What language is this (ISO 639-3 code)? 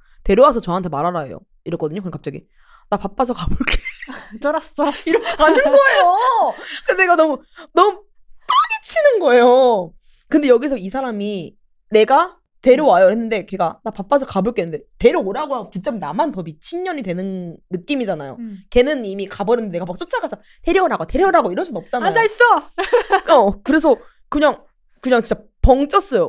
kor